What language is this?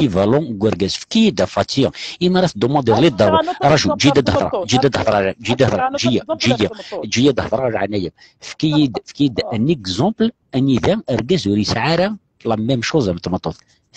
Kabyle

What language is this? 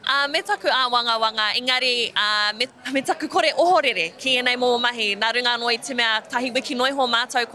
Māori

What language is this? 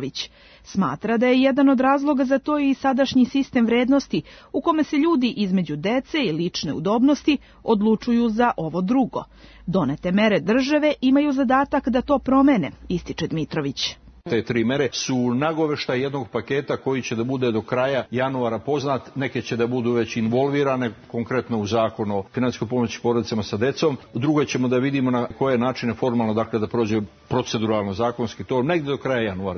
Serbian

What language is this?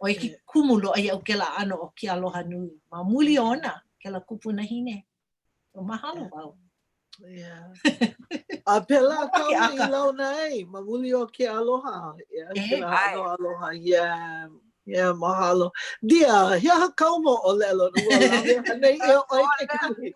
Hawaiian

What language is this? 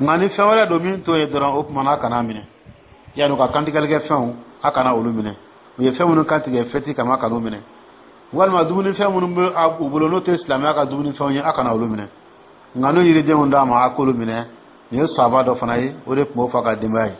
Dyula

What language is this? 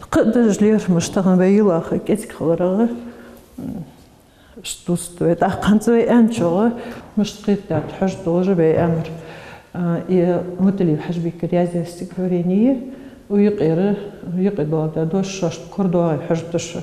Ingush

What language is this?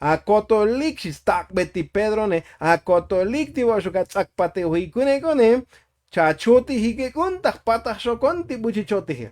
Tzotzil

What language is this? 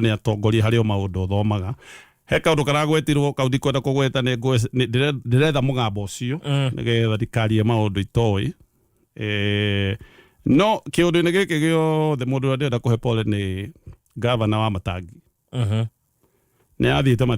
Kikuyu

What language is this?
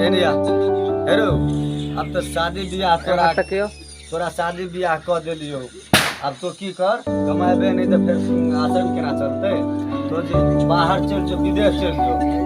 Maithili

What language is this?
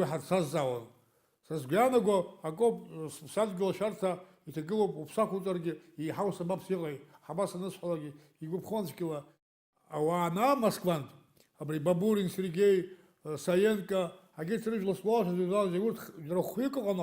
Abkhazian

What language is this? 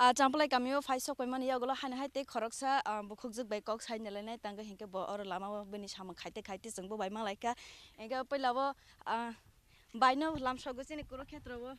Kok Borok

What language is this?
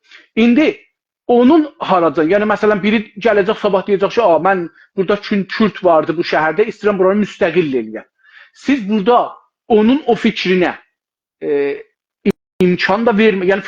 South Azerbaijani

